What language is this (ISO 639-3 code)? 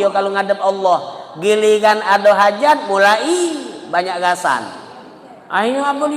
mui